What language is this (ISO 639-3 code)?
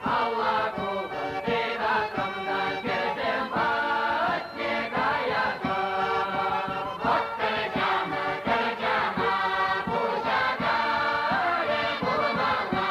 chv